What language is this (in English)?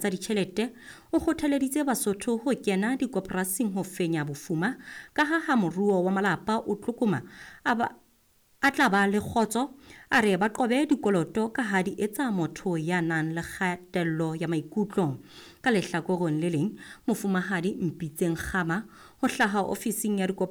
Southern Sotho